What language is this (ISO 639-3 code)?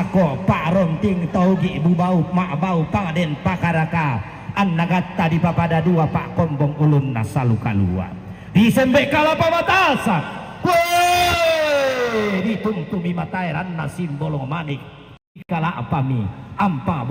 sda